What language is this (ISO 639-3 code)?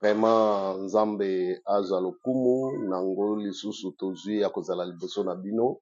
lin